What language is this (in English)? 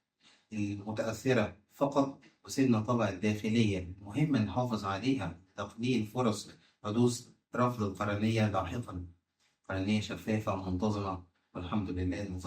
Egyptian Arabic